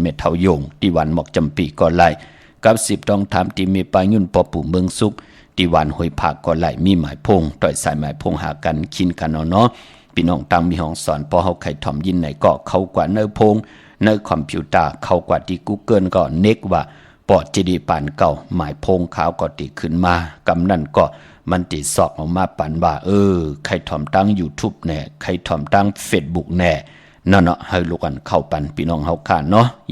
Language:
Shan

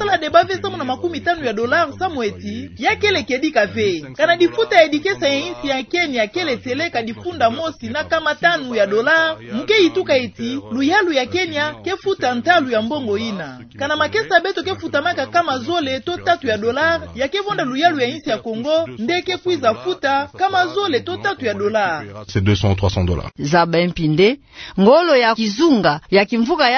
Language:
Kituba (Democratic Republic of Congo)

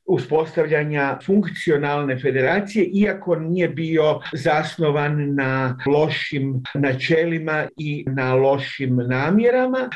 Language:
Bosnian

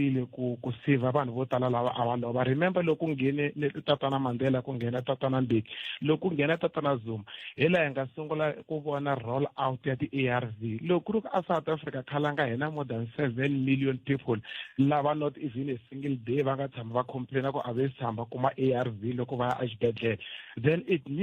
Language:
Tsonga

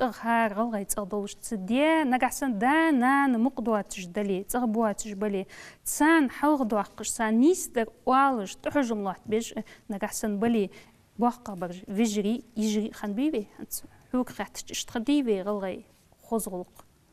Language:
Ingush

